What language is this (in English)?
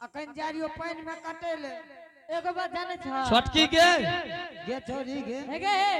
Angika